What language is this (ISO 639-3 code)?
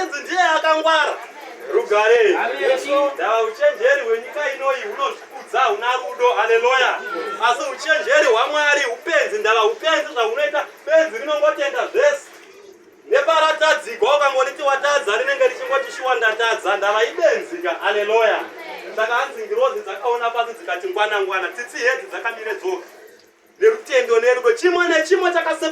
sna